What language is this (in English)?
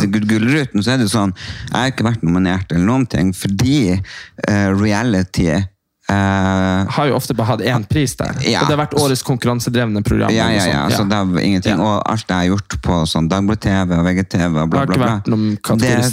Norwegian